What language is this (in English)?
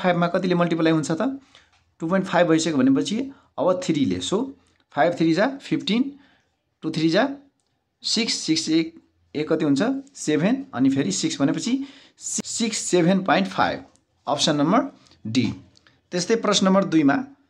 Nepali